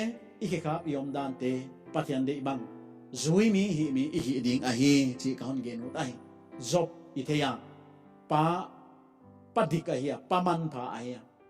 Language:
Paite Chin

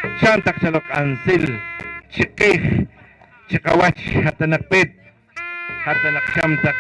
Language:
Poqomchi'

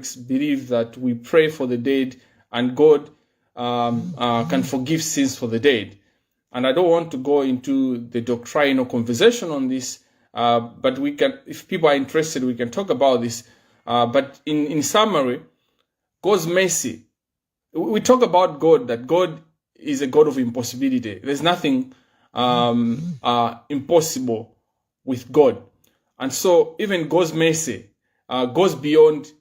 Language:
Nyanja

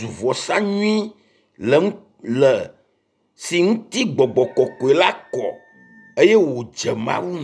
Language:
Ewe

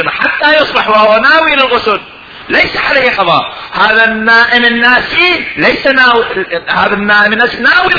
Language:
Mesopotamian Arabic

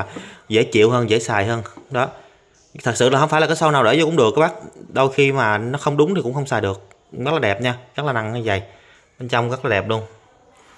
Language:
Vietnamese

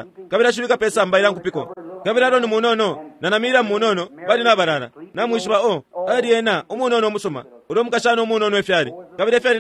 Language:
Bemba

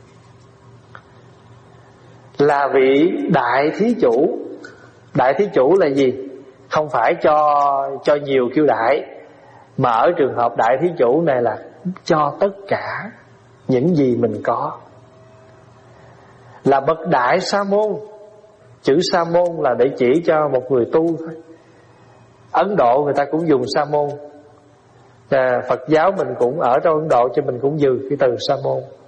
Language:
Vietnamese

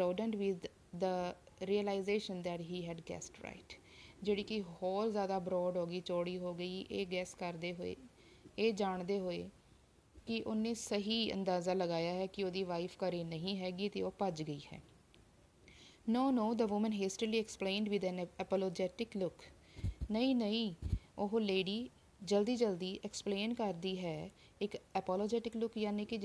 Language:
Punjabi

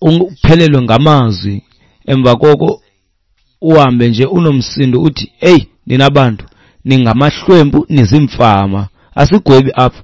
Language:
Xhosa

